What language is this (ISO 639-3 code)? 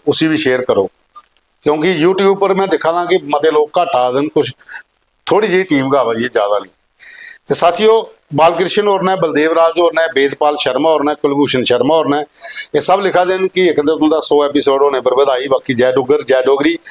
doi